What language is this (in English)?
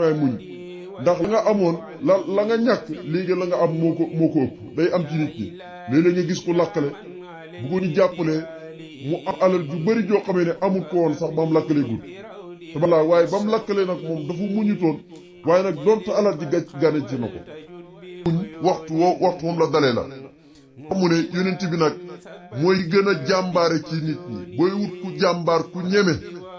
Wolof